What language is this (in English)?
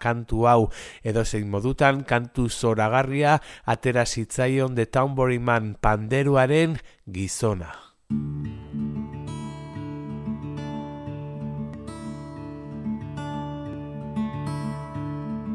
Basque